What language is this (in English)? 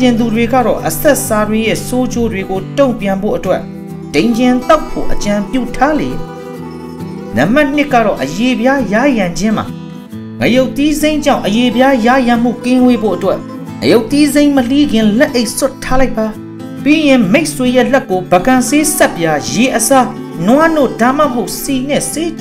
Burmese